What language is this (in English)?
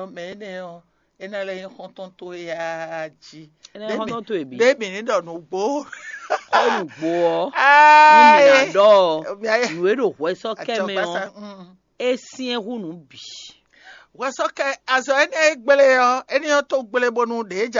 Fon